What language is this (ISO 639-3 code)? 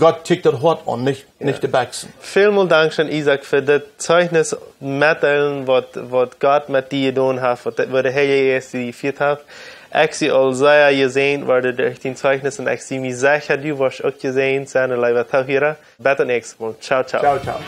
pdt